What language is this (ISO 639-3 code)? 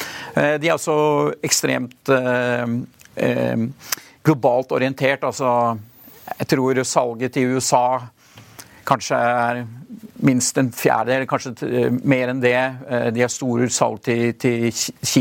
nor